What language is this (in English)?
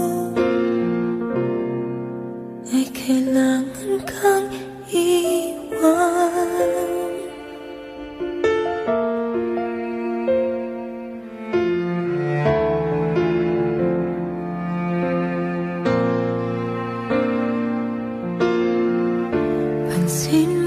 Filipino